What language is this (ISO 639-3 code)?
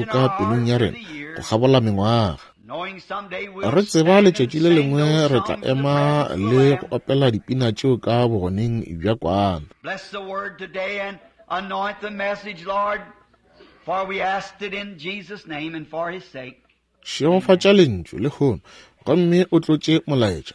nso